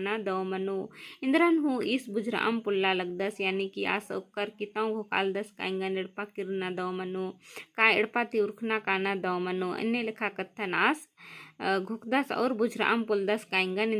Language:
Kurukh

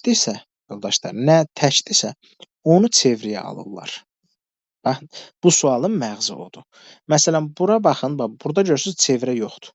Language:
Azerbaijani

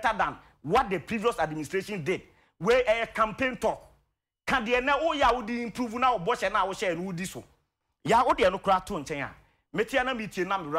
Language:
Akan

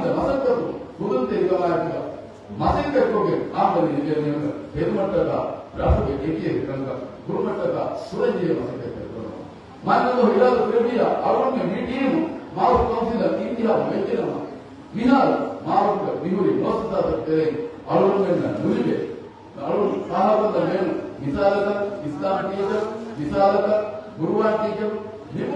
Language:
Divehi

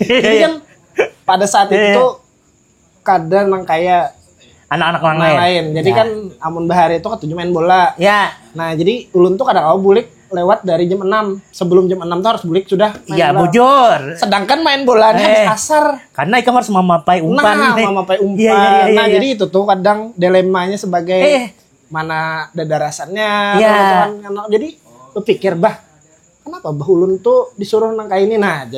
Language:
Banjar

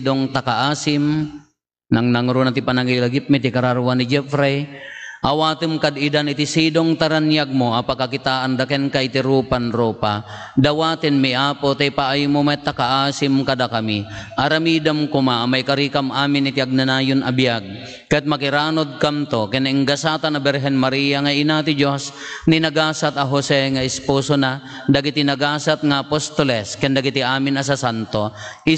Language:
Iloko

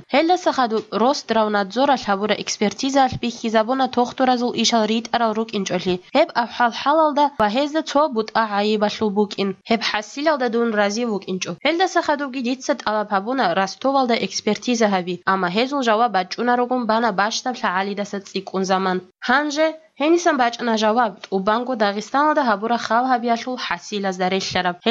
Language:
Avaric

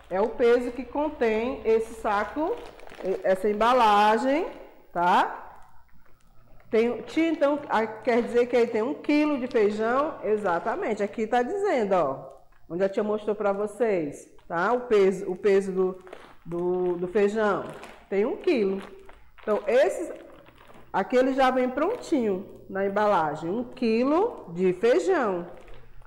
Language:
Portuguese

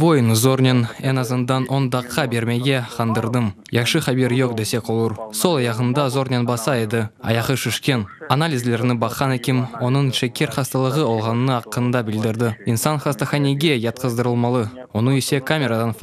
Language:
Crimean Tatar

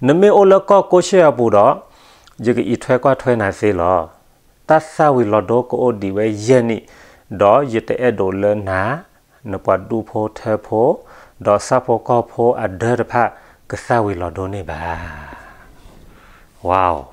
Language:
S'gaw Karen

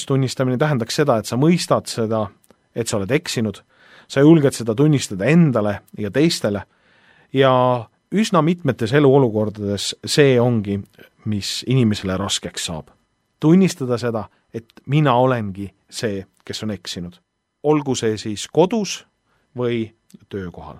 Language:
Estonian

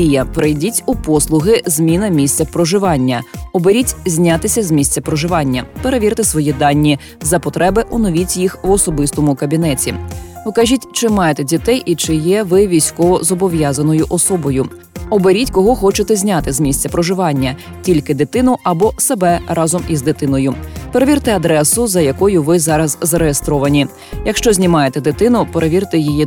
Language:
Ukrainian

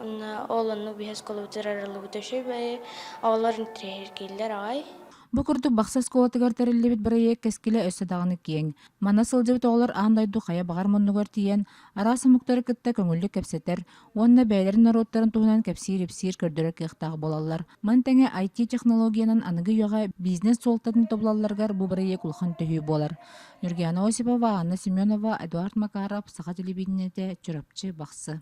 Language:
Yakut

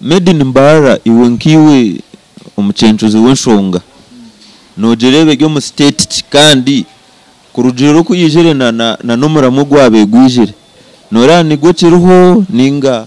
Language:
Nyankole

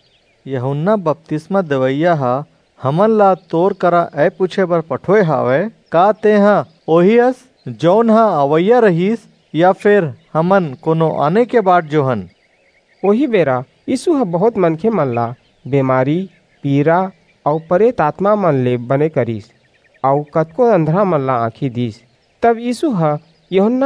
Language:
Chhattisgarhi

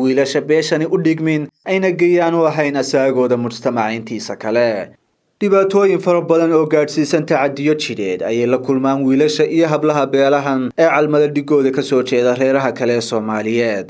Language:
Somali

